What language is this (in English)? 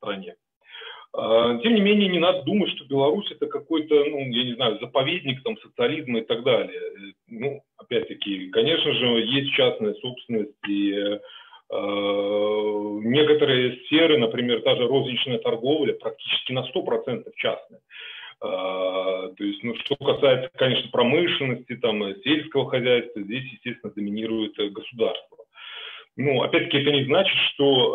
Russian